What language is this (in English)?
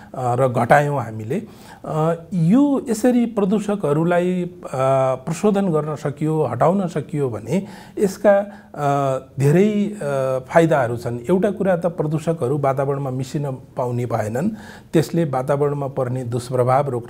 Nepali